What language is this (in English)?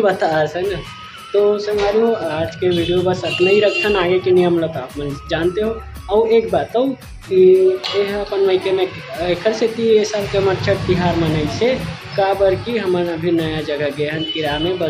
Chhattisgarhi